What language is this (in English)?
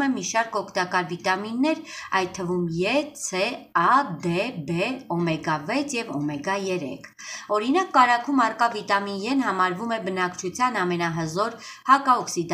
Armenian